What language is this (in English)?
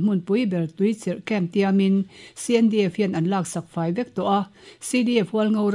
Mizo